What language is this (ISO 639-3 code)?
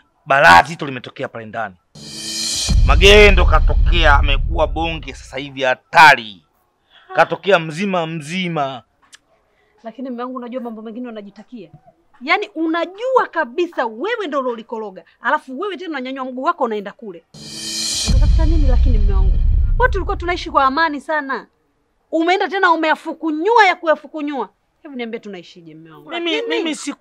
swa